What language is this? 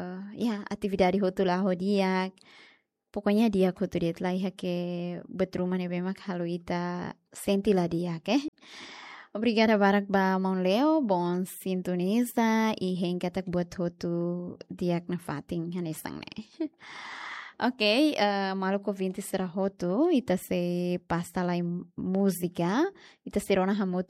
Tetum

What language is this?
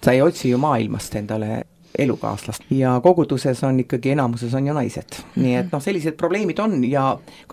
Estonian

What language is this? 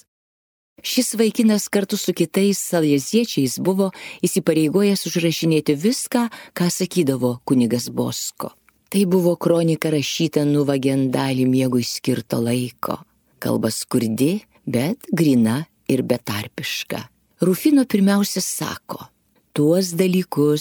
Lithuanian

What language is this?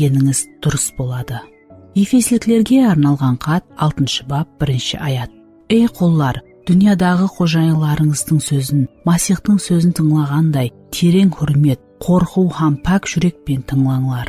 Kara-Kalpak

